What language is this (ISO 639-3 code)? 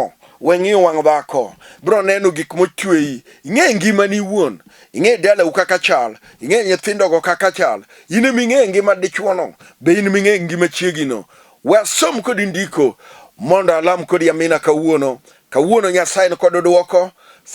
luo